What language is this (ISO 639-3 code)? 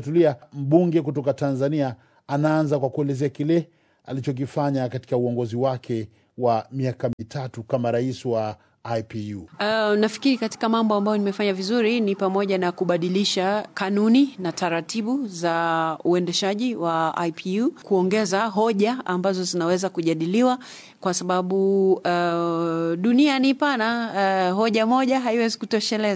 swa